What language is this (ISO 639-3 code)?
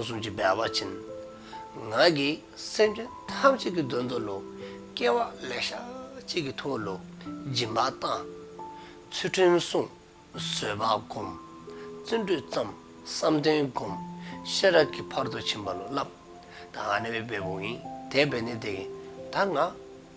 dzo